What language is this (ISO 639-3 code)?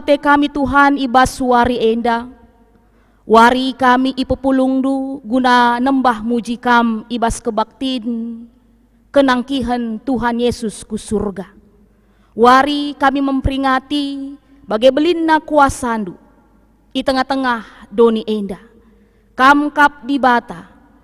btx